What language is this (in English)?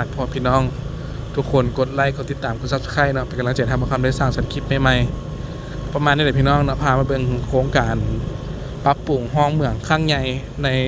Lao